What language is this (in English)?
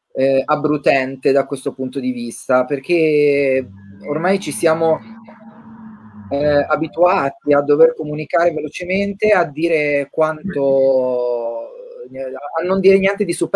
Italian